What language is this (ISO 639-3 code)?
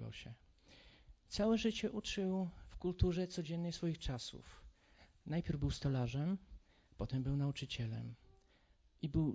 pol